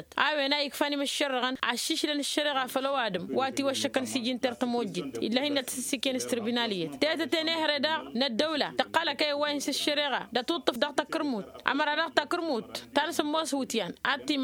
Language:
Tamasheq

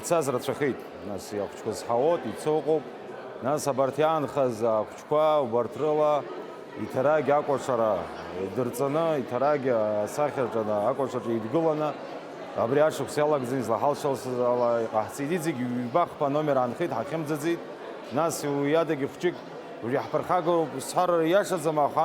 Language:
Abkhazian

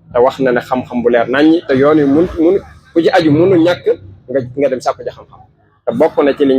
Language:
Wolof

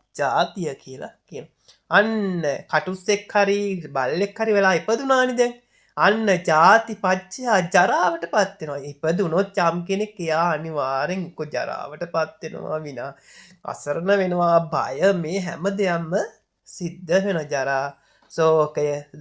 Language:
Sinhala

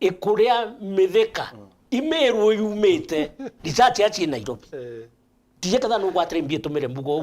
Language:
Meru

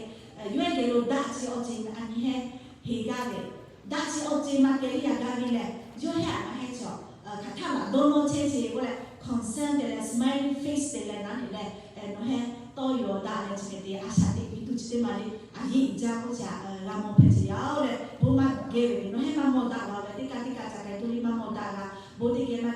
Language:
Lahu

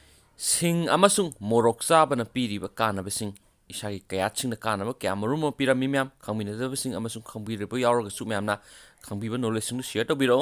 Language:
Manipuri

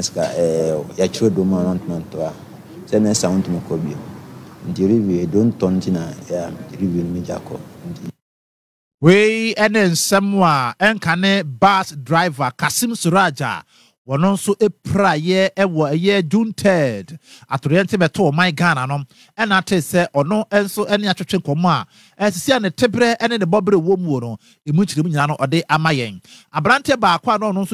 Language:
Akan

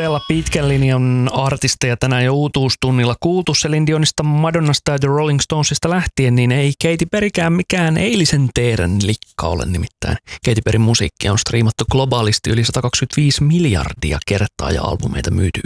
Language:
Finnish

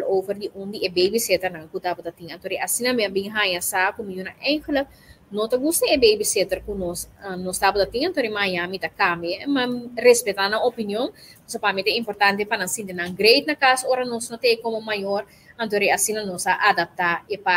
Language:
Papiamento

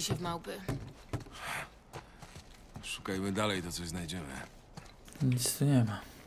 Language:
Polish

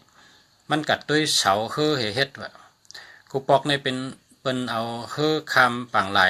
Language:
Shan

